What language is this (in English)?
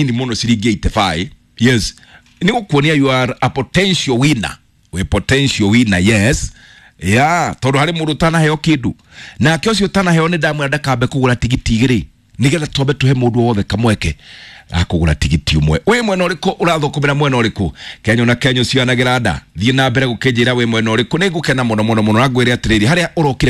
Kikuyu